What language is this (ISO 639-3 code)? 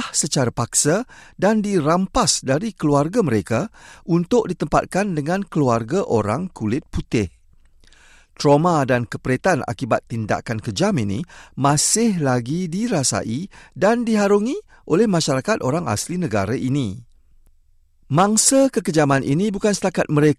msa